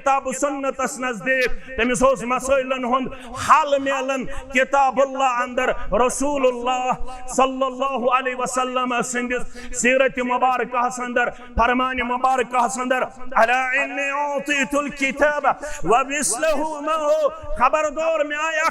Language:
Kashmiri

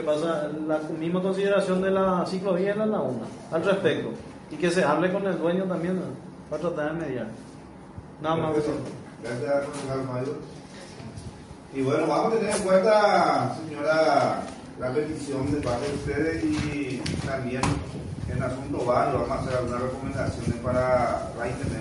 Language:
Spanish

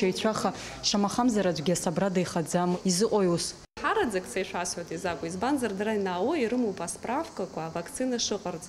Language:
Abkhazian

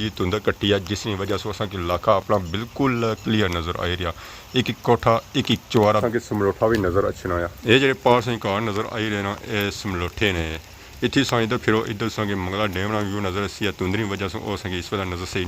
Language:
Pahari-Potwari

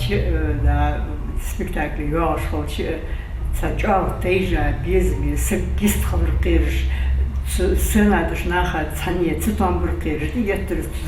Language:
Ingush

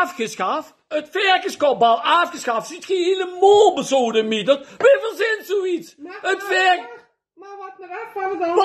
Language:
Limburgish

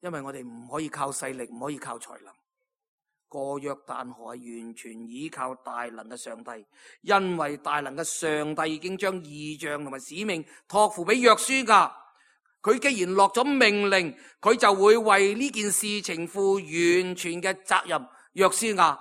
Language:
Cantonese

